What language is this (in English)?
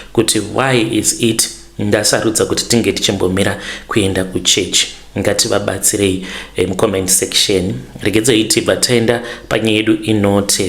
Shona